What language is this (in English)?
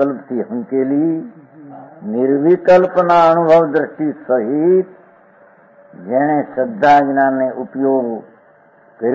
Gujarati